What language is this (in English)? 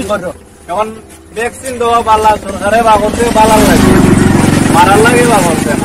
Sylheti